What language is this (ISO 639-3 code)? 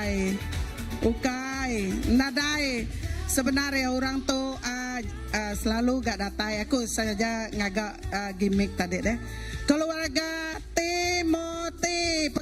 iba